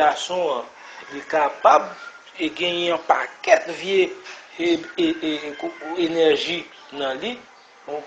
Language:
Haitian Creole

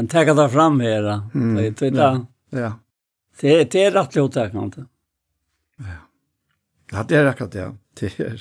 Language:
Faroese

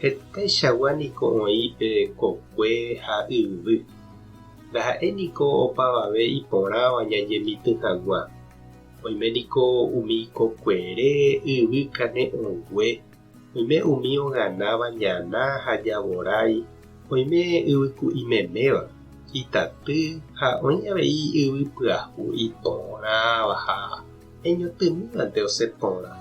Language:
Guarani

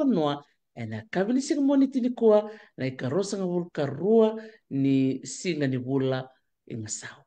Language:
Fijian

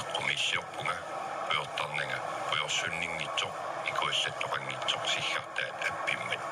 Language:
Kalaallisut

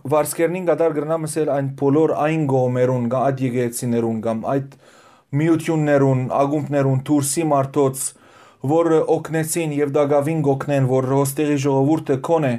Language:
Western Armenian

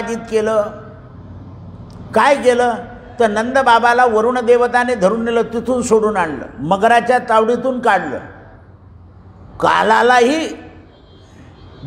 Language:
Marathi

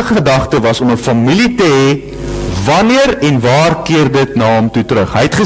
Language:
Afrikaans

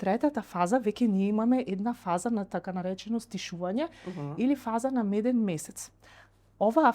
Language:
Macedonian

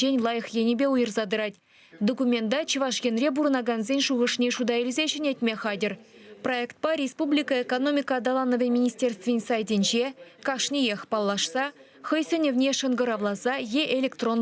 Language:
Chuvash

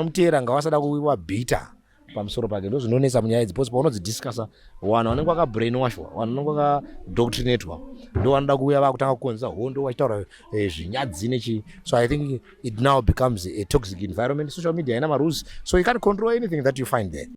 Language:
Shona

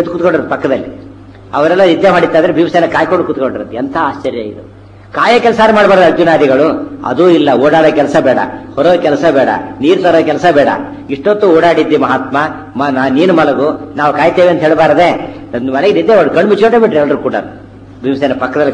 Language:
Kannada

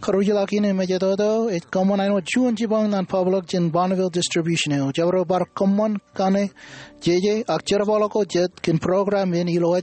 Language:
Marshallese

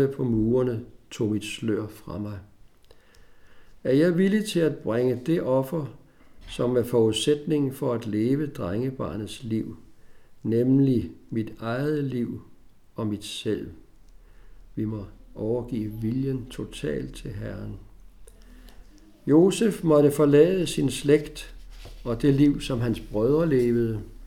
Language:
Danish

